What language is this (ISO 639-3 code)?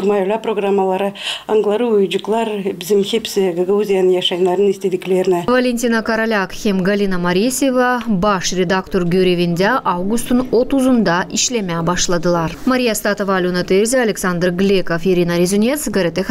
gag